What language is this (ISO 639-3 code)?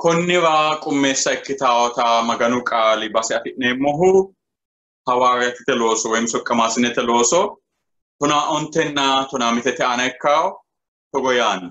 sid